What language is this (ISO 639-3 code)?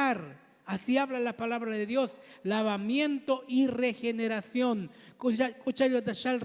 tzo